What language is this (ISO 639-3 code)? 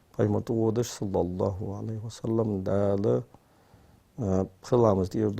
inh